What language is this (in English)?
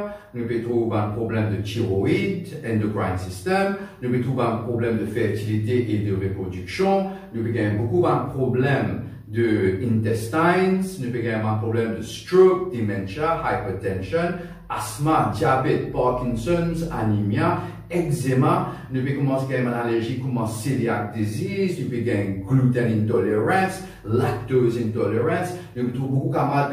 Morisyen